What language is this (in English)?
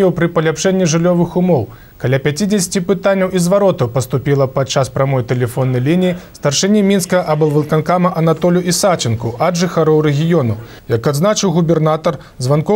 Belarusian